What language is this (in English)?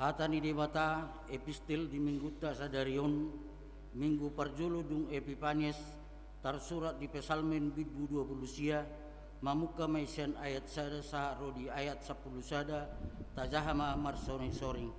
Batak Toba